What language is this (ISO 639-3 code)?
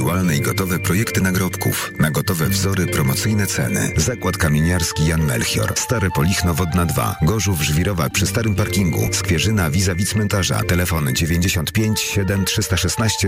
pol